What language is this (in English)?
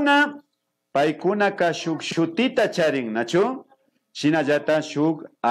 Imbabura Highland Quichua